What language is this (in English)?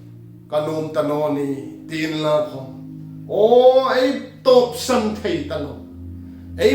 Hmar